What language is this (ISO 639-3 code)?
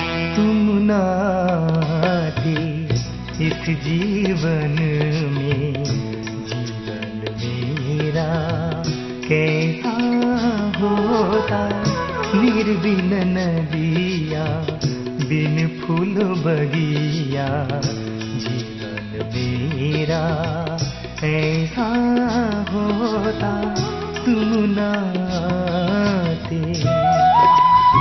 hin